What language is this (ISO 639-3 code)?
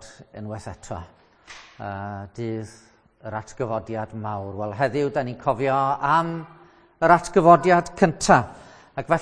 cym